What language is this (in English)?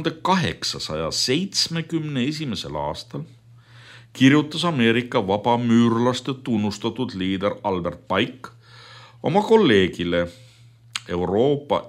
Estonian